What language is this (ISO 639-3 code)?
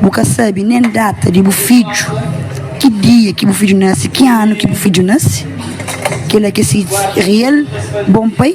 kea